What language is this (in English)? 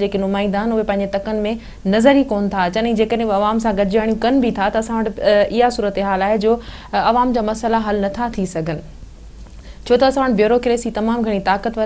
Sindhi